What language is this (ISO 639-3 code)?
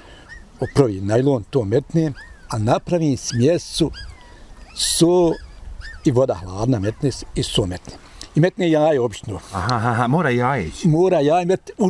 bos